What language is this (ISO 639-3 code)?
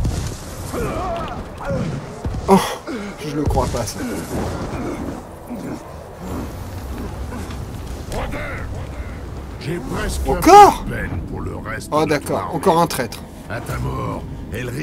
fra